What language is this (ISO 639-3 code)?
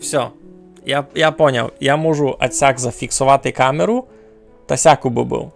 rue